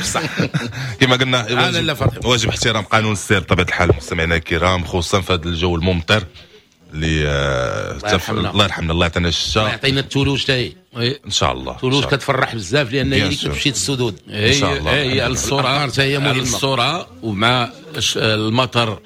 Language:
Moroccan Arabic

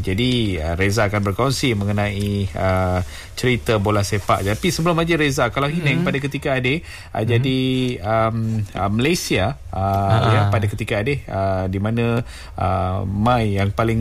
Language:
Malay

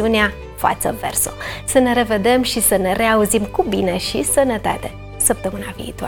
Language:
Romanian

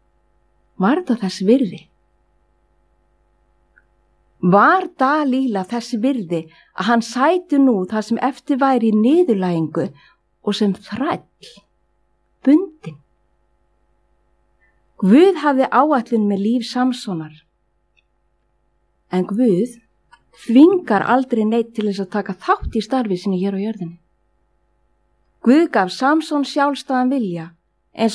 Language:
Icelandic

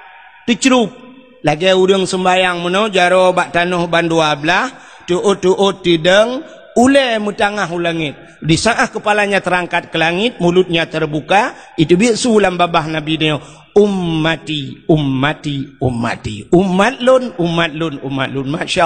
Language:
Achinese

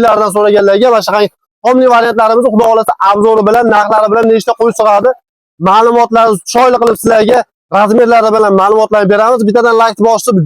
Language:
Uzbek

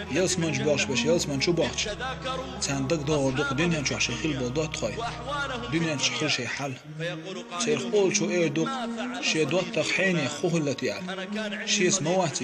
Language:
Chechen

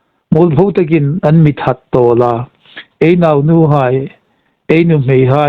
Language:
Hmar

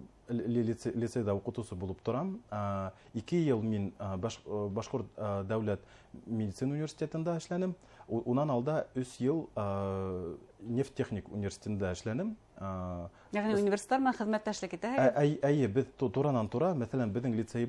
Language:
Bashkir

